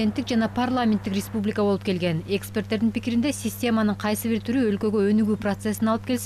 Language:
Kyrgyz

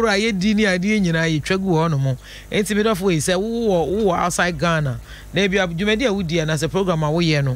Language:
Akan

